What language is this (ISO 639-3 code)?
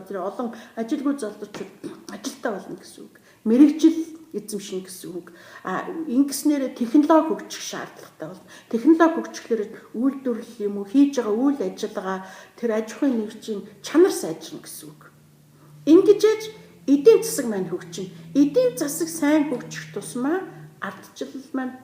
mon